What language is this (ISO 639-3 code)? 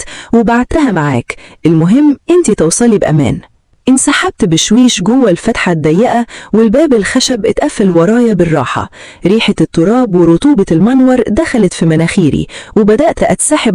arz